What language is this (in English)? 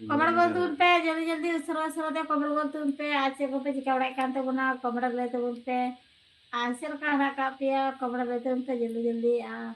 Santali